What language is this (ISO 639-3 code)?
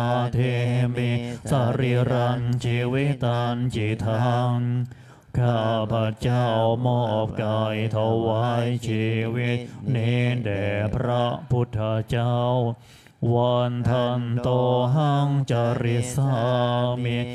tha